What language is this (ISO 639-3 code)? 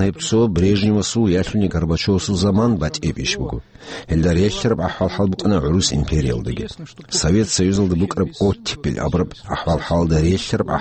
ava